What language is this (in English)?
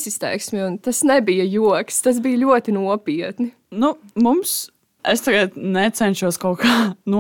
Latvian